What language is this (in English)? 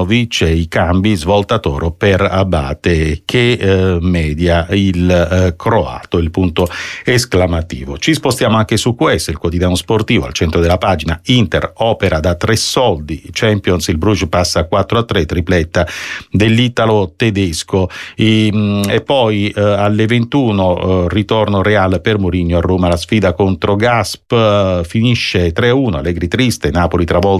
Italian